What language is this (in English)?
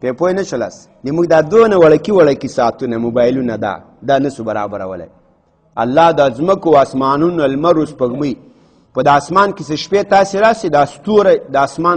Pashto